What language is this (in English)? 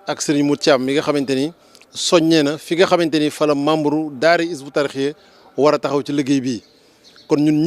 Wolof